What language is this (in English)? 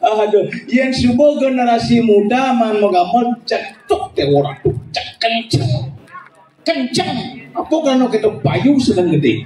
Balinese